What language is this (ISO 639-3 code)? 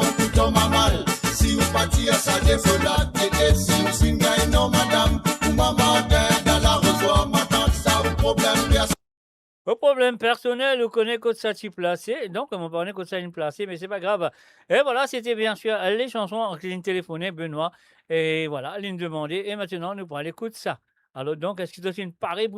mfe